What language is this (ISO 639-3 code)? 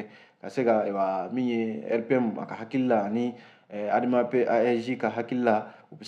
bam